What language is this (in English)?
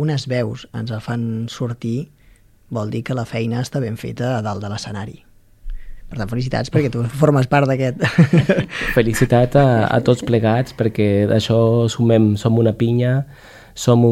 Catalan